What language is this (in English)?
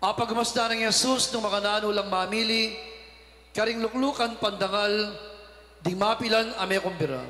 Pampanga